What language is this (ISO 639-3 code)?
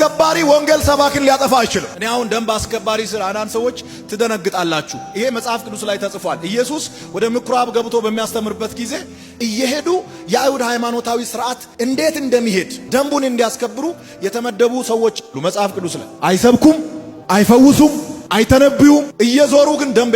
amh